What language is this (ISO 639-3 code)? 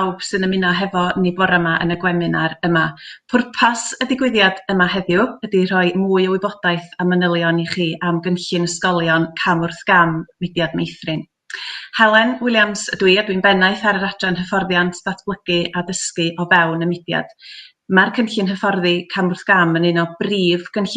cym